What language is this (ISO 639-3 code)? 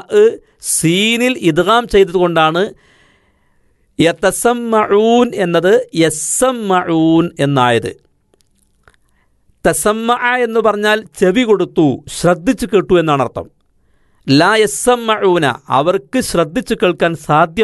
mal